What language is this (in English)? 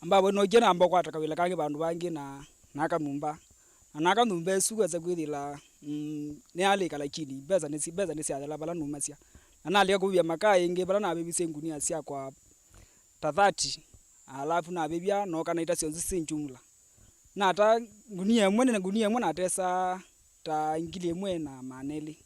Kamba